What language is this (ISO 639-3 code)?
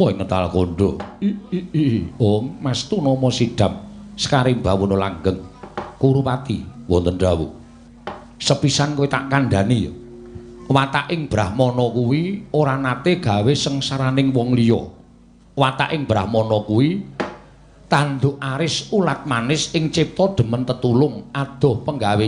jav